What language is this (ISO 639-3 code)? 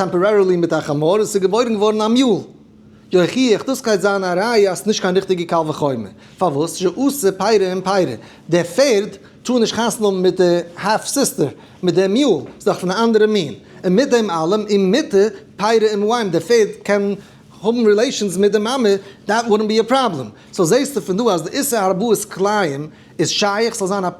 yid